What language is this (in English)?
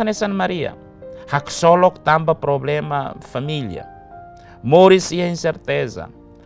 Tetum